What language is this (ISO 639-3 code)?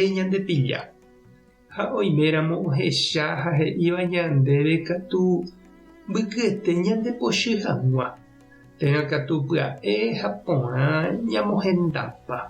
grn